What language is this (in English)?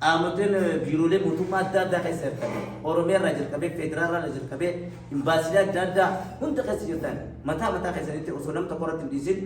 Oromo